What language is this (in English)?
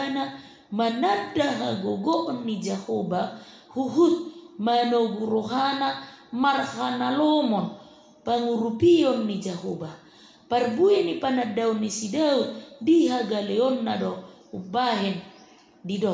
Batak Toba